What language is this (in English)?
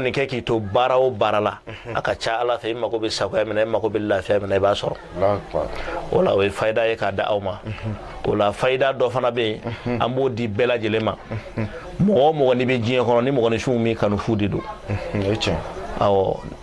Bambara